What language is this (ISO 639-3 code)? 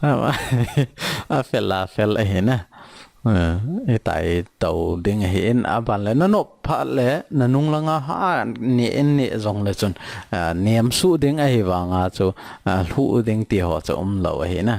tcz